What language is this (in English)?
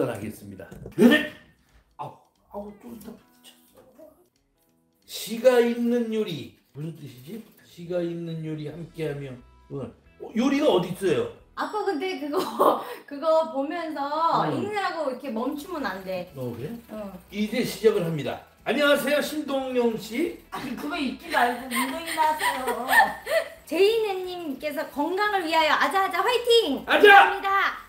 Korean